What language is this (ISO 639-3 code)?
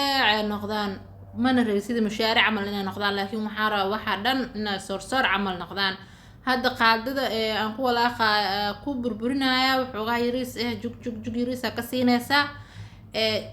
som